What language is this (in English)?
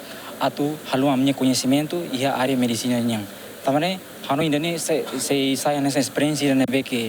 Tetum